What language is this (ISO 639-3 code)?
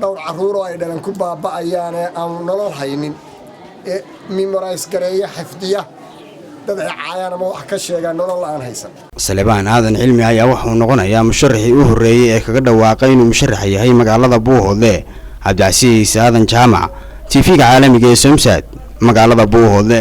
som